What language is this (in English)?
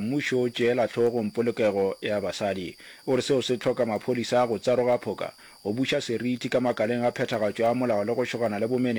Northern Sotho